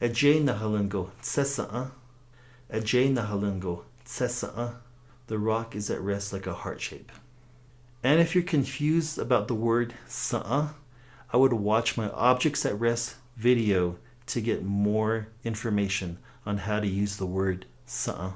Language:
Navajo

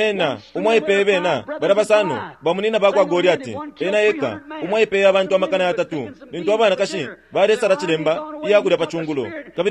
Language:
Bemba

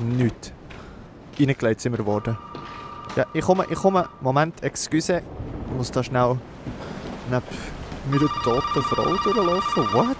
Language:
Swiss German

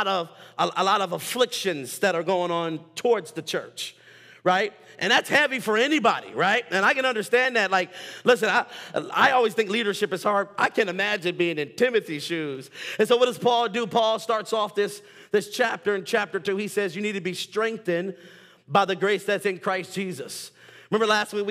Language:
English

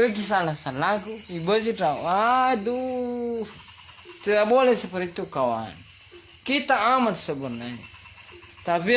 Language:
Nias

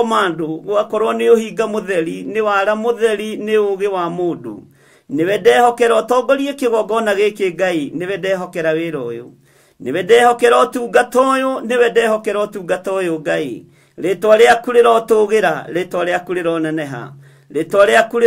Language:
Kikuyu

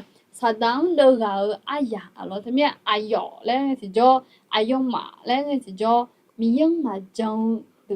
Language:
Akha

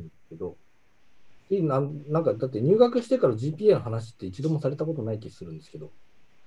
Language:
Japanese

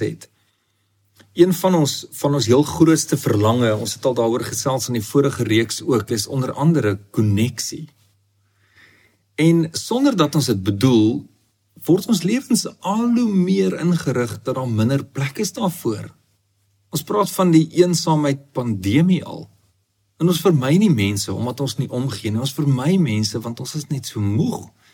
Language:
Afrikaans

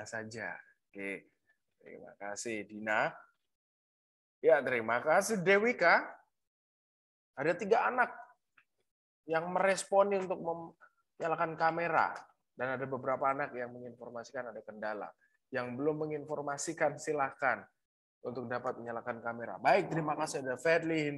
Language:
Indonesian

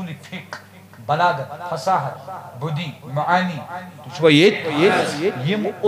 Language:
Kashmiri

